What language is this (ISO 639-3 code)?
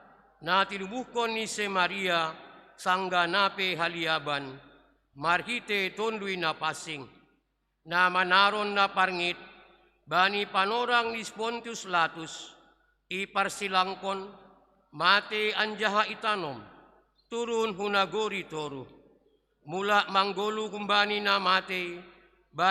bts